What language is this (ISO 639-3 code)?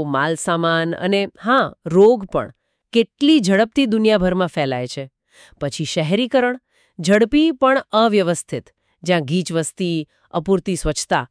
guj